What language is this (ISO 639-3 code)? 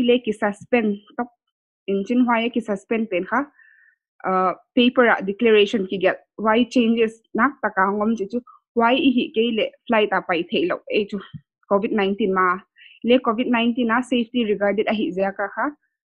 pck